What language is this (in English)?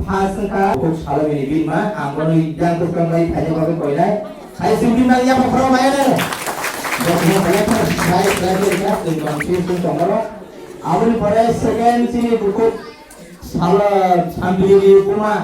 Kok Borok